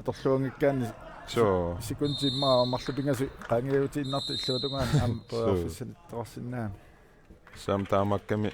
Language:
Kalaallisut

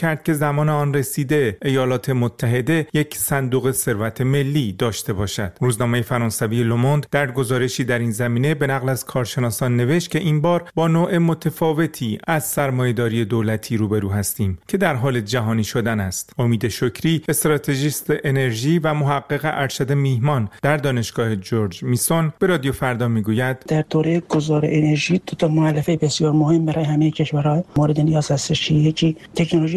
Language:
Persian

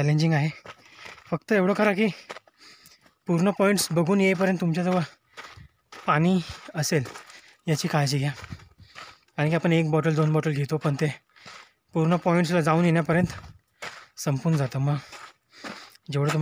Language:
Marathi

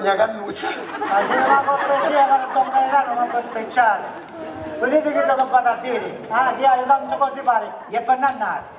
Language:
Sicilian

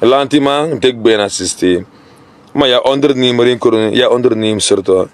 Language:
Sranan Tongo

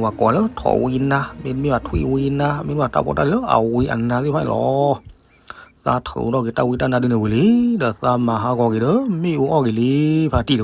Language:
S'gaw Karen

